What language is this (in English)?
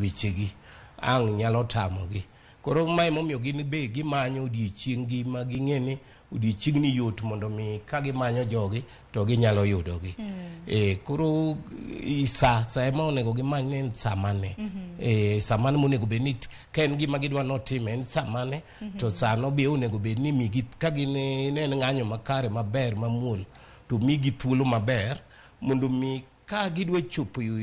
Luo (Kenya and Tanzania)